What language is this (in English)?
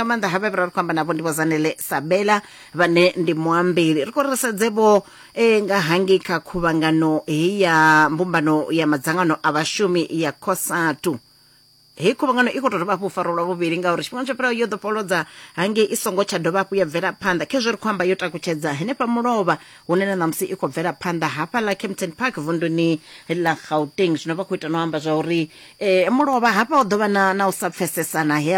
Venda